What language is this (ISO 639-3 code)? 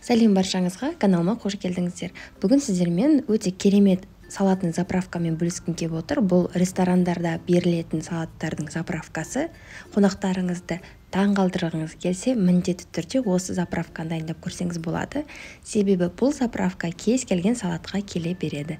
kaz